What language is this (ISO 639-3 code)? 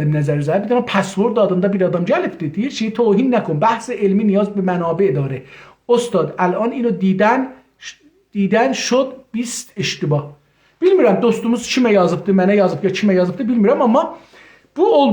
azb